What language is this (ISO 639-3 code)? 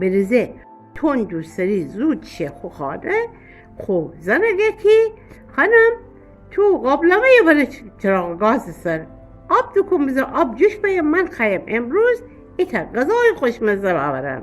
glk